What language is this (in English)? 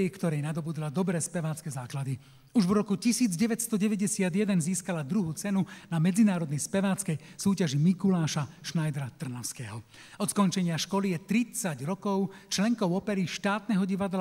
Slovak